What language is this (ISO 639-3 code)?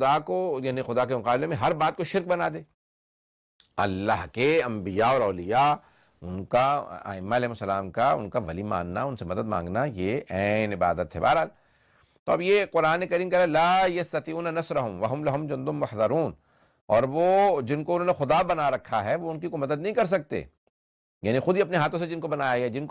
urd